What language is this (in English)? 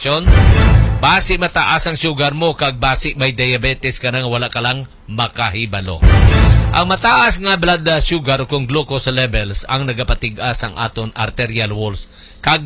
Hiligaynon